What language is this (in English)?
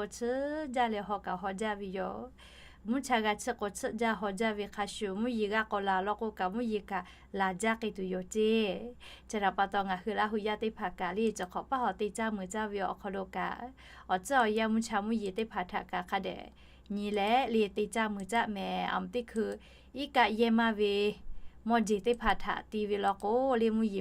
Lahu